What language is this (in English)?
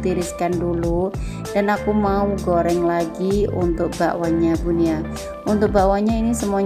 Indonesian